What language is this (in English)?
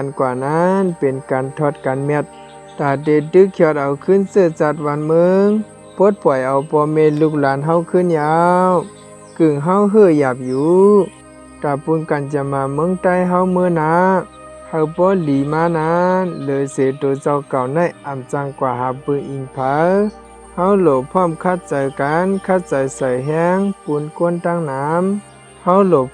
Shan